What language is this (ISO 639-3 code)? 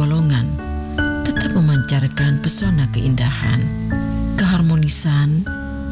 ind